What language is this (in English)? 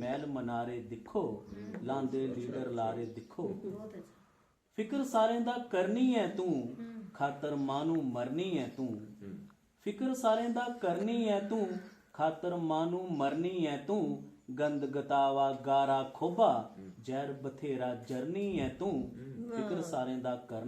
Dogri